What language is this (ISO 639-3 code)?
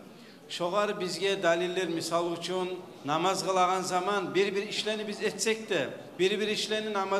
kum